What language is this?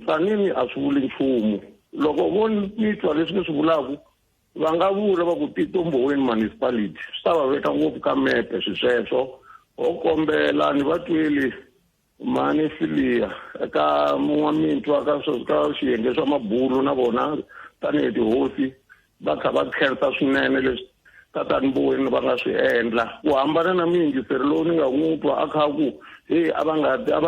Tsonga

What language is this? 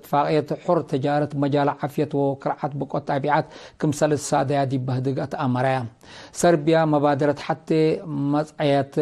Tigre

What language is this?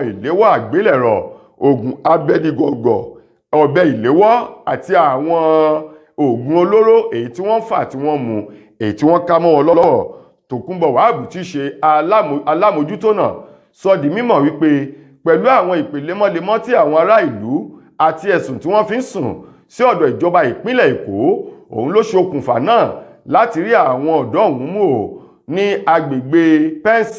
Yoruba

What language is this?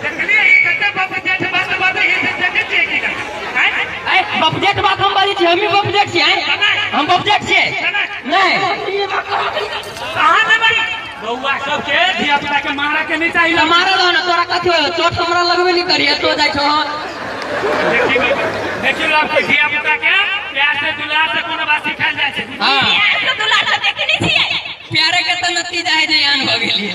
Maithili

